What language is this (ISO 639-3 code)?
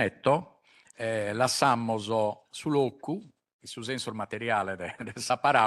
srd